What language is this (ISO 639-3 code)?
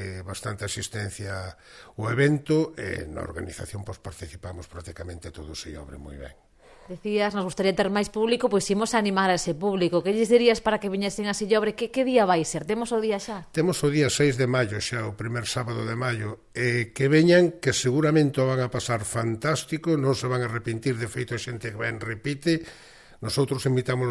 glg